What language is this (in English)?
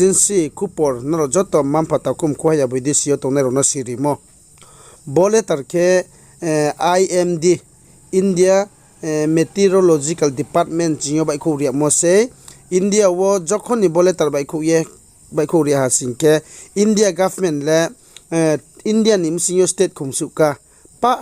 Riang (India)